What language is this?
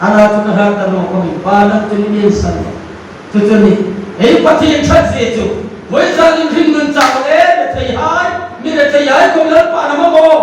Hmar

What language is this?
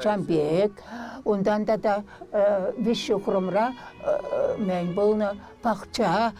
Chuvash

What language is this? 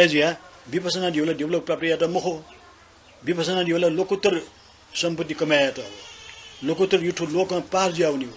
Newari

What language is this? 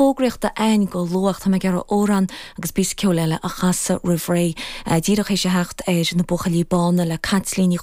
Irish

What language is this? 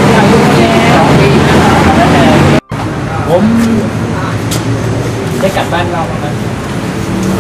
Thai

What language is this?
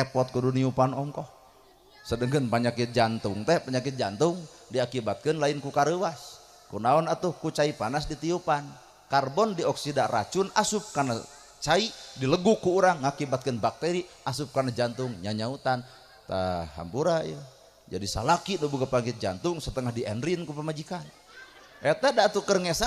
Sundanese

